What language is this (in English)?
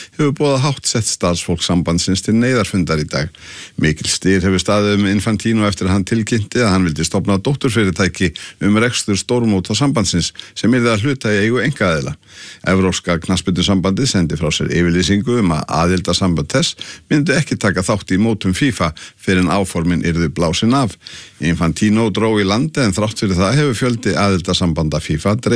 Icelandic